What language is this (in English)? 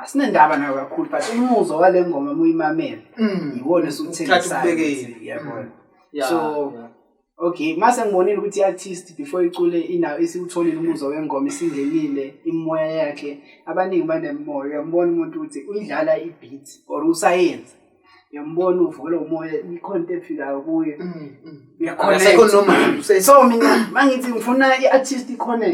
Zulu